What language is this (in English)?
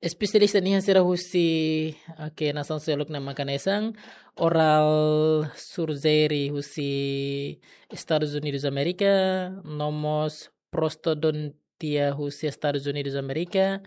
Tetum